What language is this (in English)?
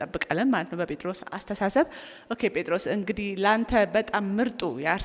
Amharic